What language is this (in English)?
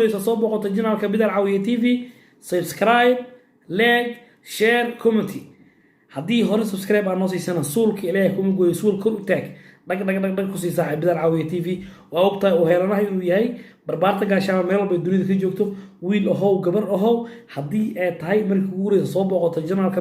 Somali